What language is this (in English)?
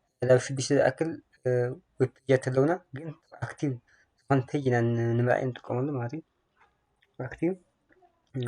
Tigrinya